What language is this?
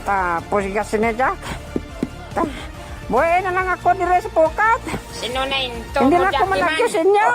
Hiligaynon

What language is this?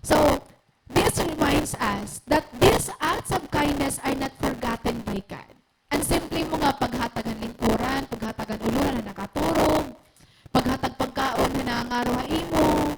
Waray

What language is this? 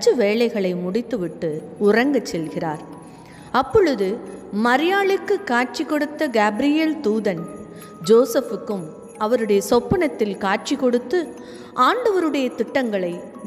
Tamil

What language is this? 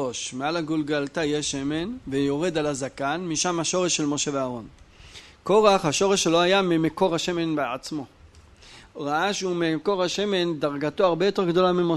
Hebrew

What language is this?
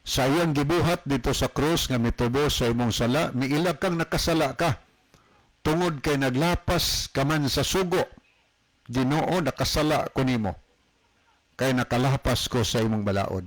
Cebuano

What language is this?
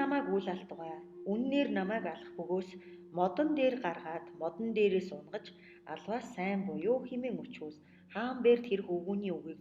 Mongolian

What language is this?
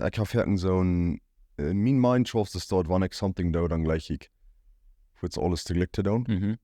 Plautdietsch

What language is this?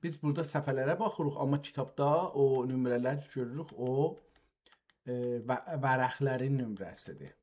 South Azerbaijani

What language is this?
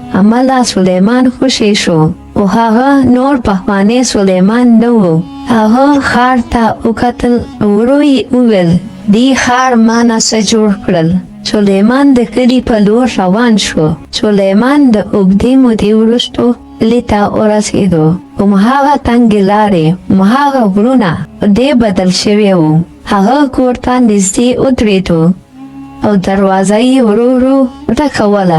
Pashto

